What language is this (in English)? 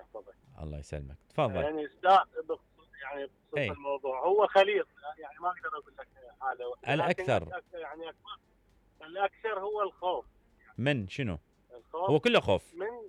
Mesopotamian Arabic